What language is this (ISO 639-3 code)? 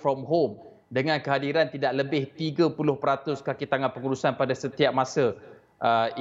msa